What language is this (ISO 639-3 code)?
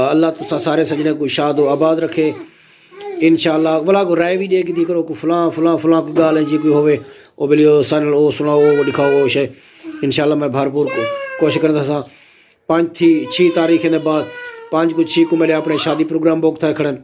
skr